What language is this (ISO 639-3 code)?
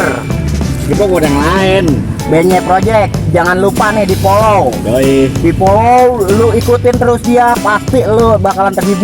bew